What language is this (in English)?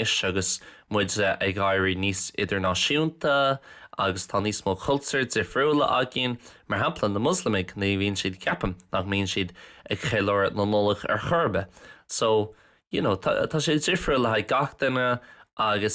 Irish